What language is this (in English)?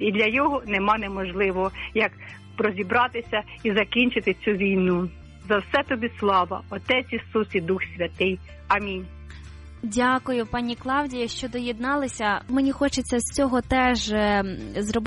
Ukrainian